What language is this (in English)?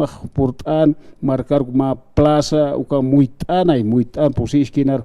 Aymara